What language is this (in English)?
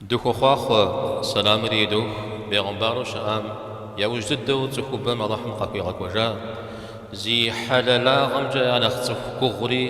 Kabardian